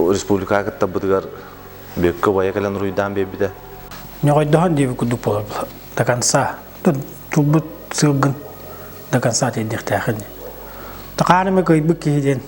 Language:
Yakut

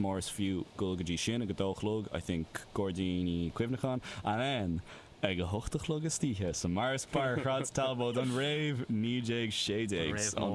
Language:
Irish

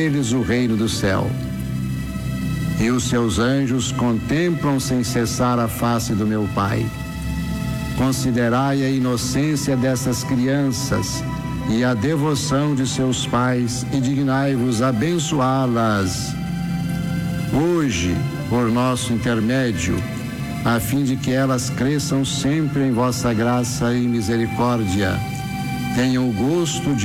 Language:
Portuguese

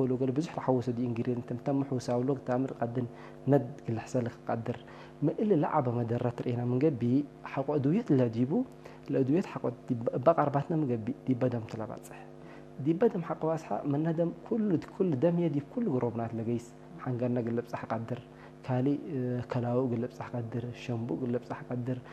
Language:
Tigre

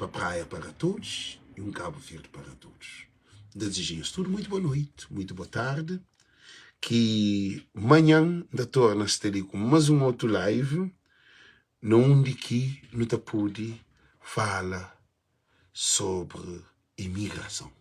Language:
Kabuverdianu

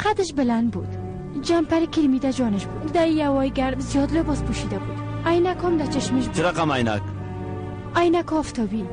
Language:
Persian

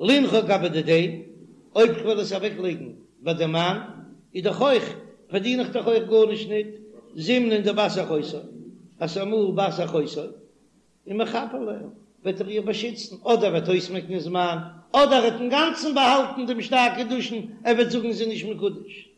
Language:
Yiddish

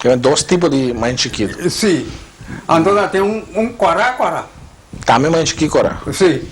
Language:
Papiamento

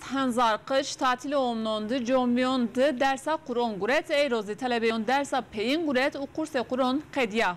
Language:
Zaza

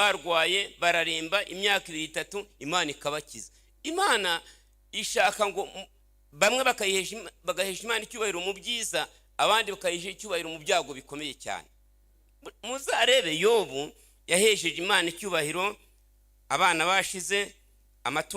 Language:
Kinyarwanda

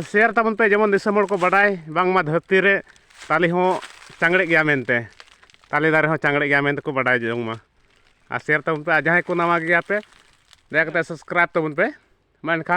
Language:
Santali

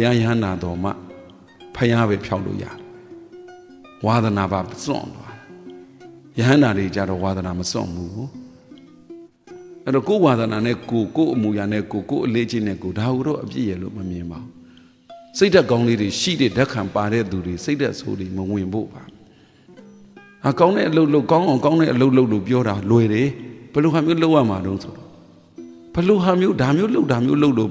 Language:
Burmese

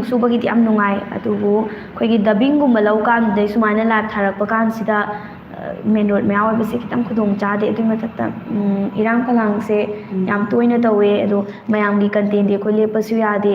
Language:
Manipuri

